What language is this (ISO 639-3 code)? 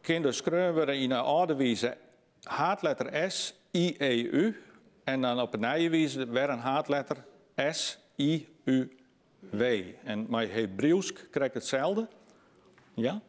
fry